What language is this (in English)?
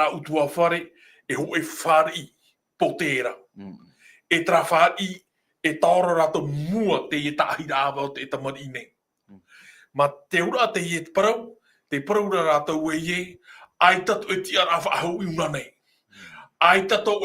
Tahitian